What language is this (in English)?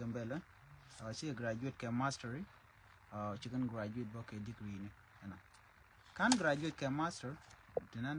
Nuer